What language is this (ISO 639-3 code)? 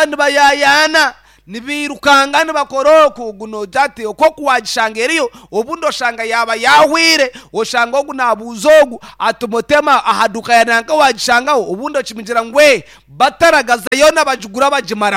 nyn